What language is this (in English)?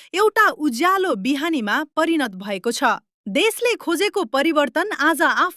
Nepali